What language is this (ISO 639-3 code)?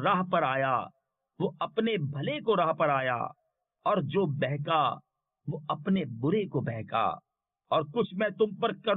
urd